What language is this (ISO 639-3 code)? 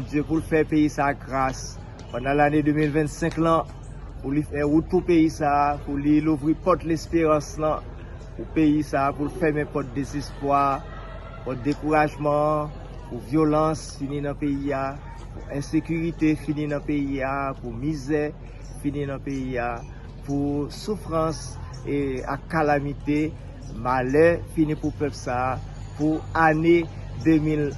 hat